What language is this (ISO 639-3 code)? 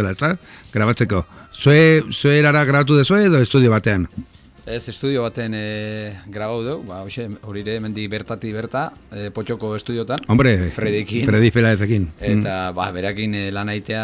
eus